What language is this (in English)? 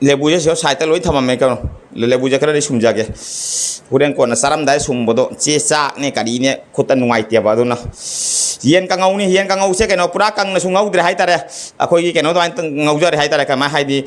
Manipuri